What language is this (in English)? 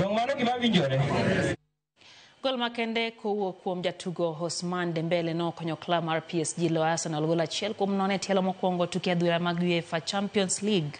Luo (Kenya and Tanzania)